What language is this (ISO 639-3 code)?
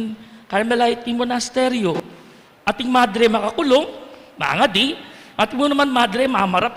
pam